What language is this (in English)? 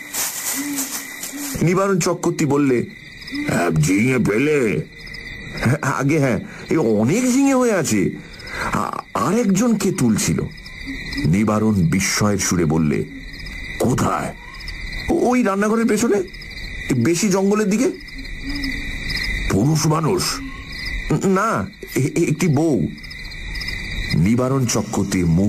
Bangla